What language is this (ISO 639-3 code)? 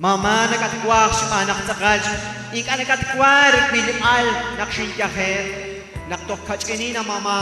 kek